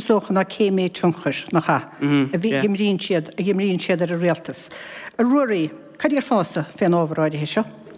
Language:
Irish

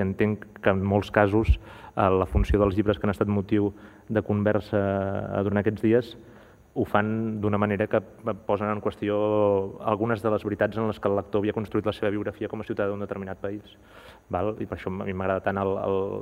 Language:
Catalan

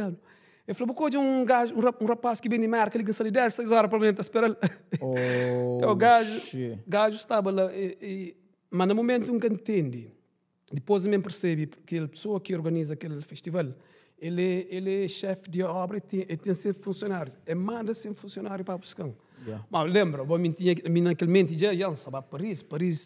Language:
Kabuverdianu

